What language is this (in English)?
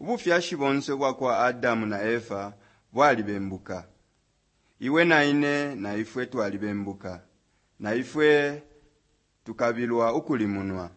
Bemba